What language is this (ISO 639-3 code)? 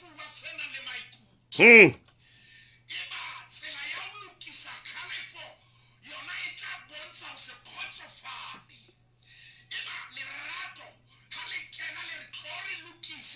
sot